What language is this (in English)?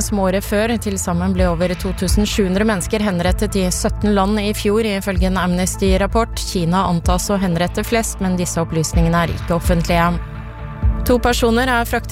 Norwegian